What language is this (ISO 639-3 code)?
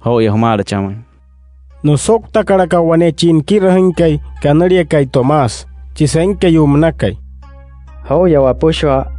guc